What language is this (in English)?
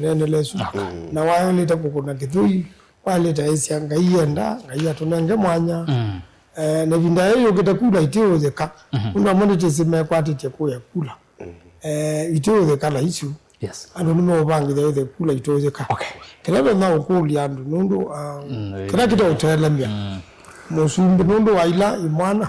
Kamba